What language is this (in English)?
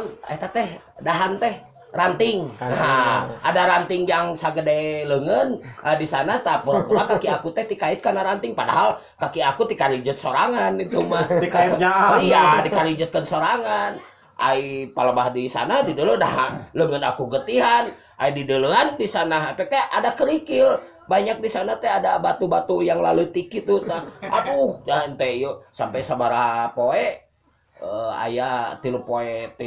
Sundanese